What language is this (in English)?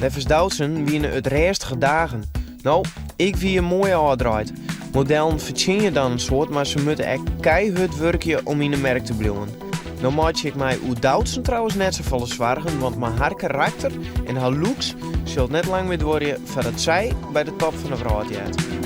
Western Frisian